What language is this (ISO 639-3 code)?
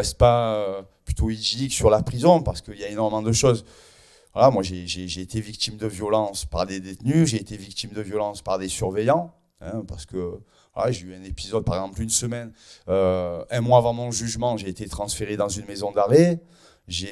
fra